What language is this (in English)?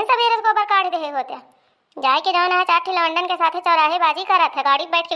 Awadhi